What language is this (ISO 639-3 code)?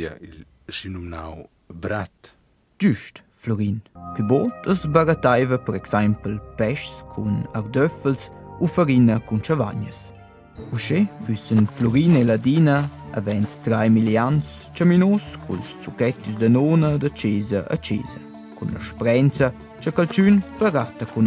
roh